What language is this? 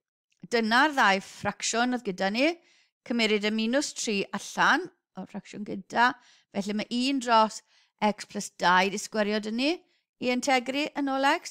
Welsh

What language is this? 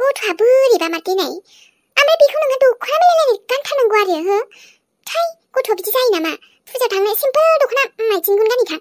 Bodo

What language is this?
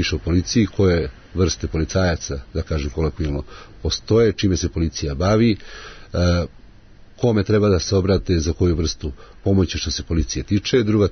Serbian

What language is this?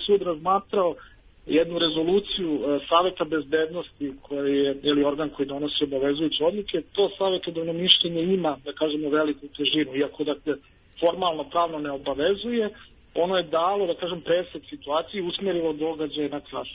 Serbian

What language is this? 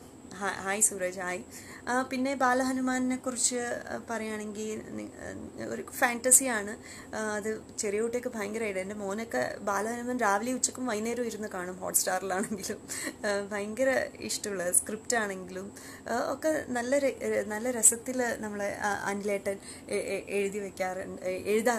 Malayalam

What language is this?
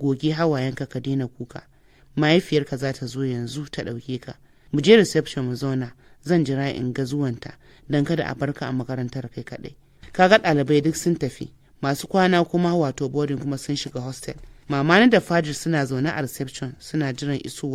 Hausa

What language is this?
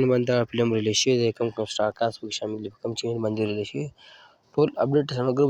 Pashto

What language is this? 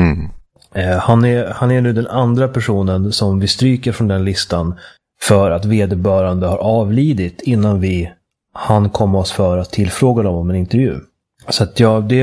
Swedish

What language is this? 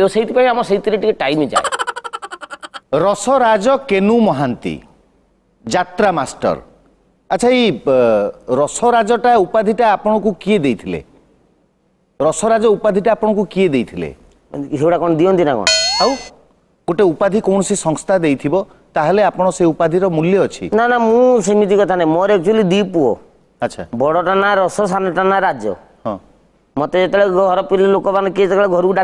Odia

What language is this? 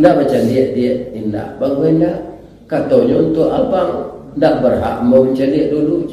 Minangkabau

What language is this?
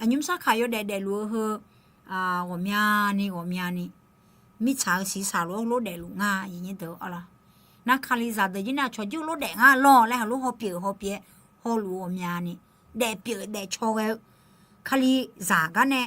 Akha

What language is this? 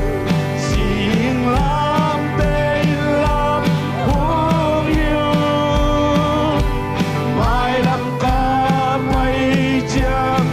Tedim Chin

